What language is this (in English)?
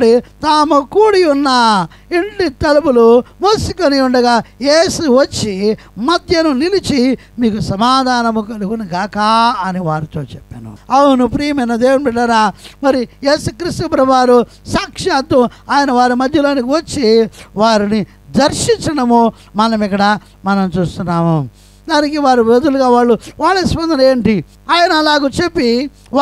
Telugu